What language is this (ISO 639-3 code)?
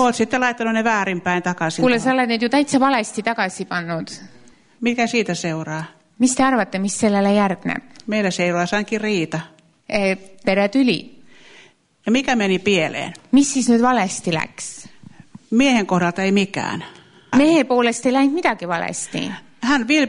est